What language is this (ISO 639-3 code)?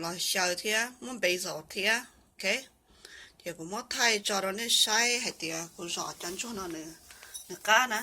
hmn